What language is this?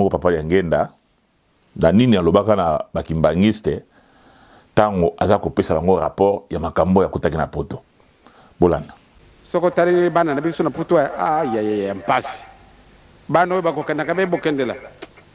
Lingala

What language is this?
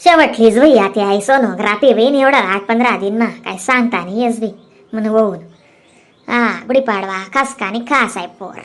Khandesi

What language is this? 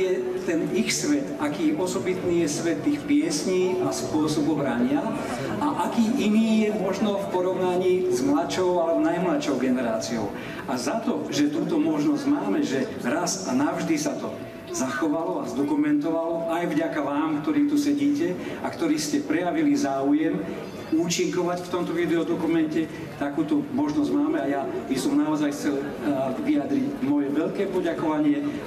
Slovak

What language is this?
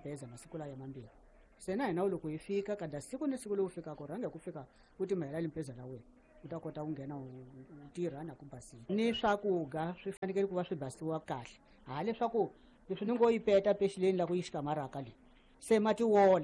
Tsonga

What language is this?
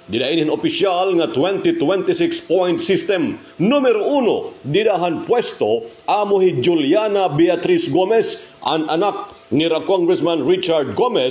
Waray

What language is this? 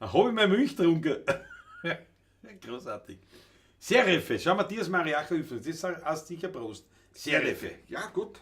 Bavarian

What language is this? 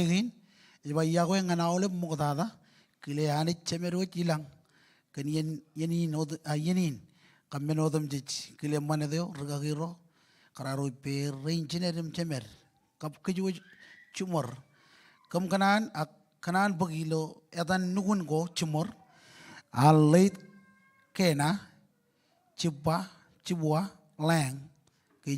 Marshallese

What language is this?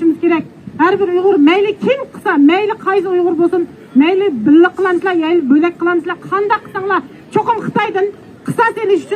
Uyghur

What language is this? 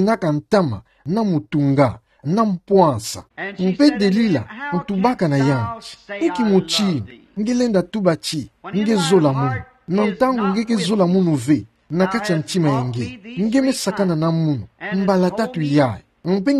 Kituba (Democratic Republic of Congo)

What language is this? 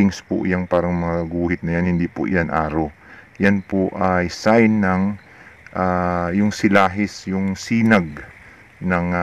Filipino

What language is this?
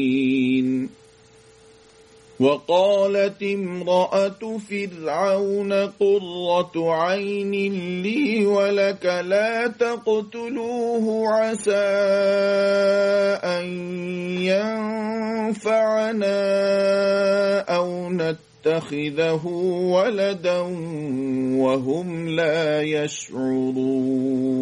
Arabic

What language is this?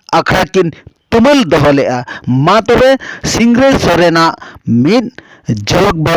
Santali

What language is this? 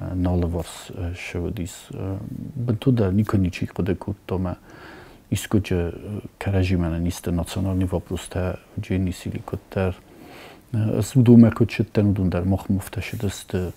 Ossetic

